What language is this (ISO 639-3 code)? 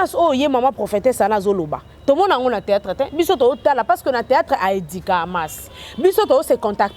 lin